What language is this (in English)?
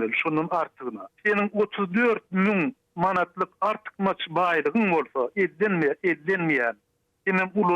Turkmen